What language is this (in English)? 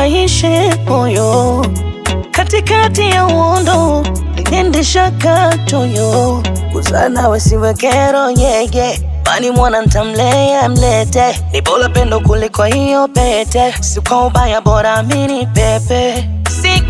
Swahili